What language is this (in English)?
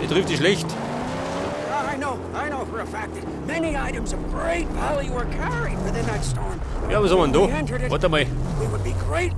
Bavarian